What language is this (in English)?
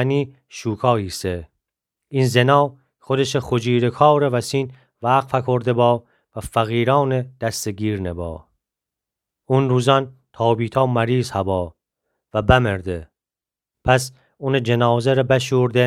Gilaki